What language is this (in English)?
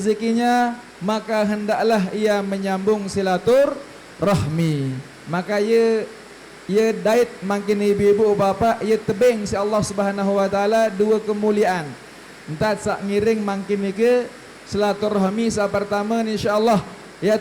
Sasak